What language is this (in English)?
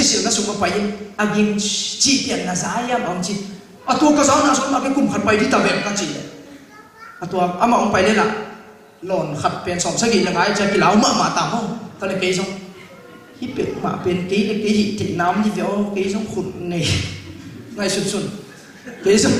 Tedim Chin